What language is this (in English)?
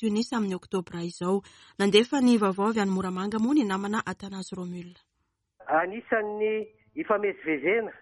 Malagasy